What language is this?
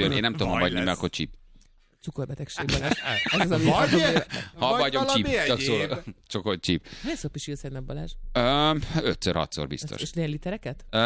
Hungarian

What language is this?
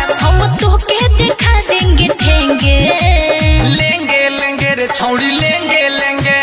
Bhojpuri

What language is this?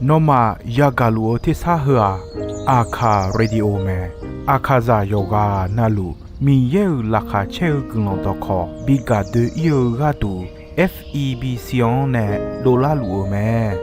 Akha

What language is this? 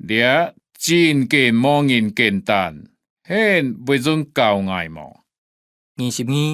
Hakka Chinese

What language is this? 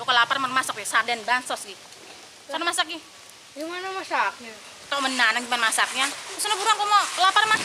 Betawi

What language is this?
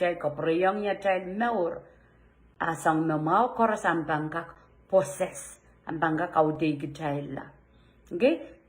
Pohnpeian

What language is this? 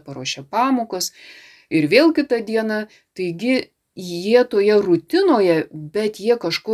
Lithuanian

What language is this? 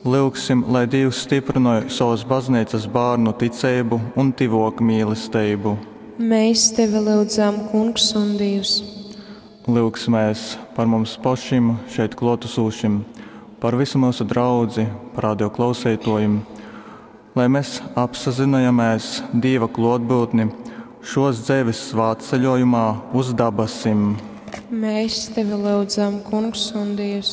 Latgalian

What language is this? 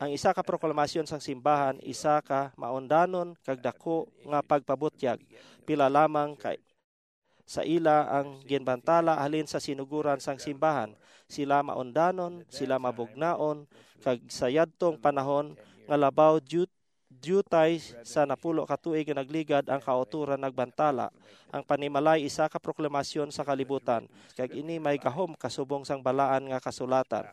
Hiligaynon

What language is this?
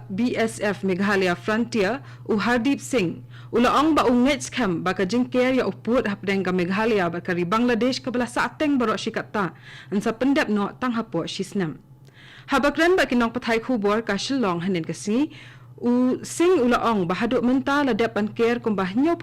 Khasi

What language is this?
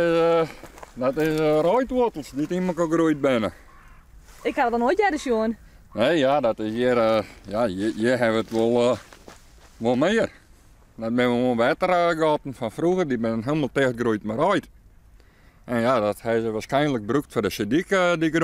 Western Frisian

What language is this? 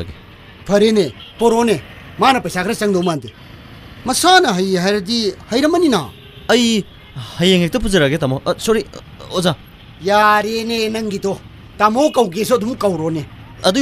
Manipuri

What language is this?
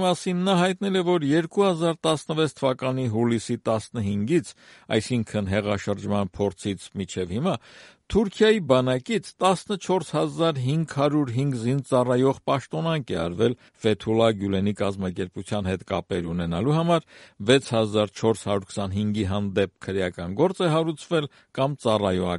Armenian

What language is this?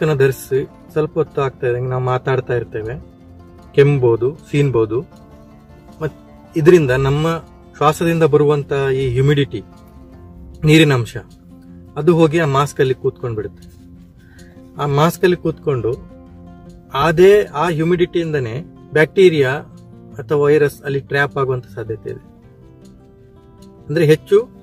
Kannada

